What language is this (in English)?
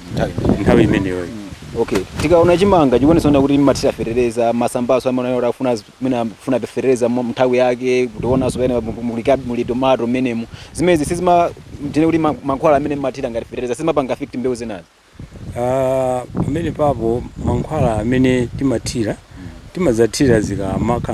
Nyanja